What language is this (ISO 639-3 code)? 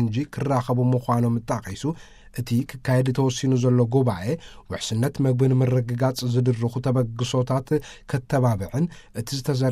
tir